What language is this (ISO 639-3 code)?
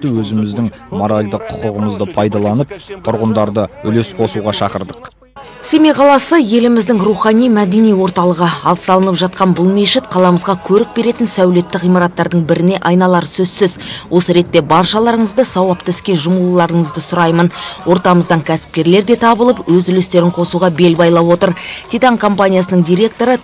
kaz